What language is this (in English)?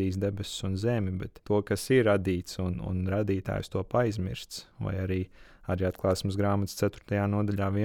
Latvian